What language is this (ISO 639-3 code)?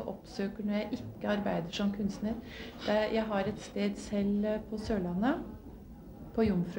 nor